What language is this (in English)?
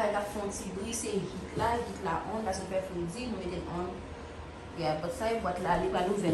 Haitian Creole